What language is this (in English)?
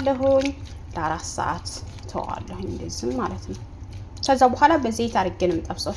Amharic